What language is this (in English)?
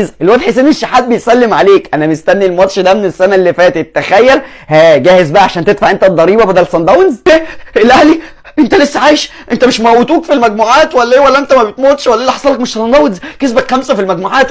Egyptian Arabic